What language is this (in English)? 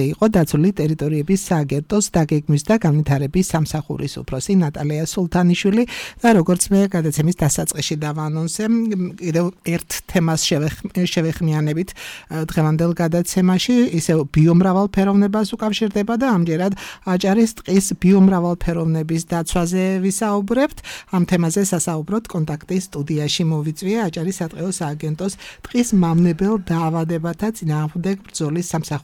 Georgian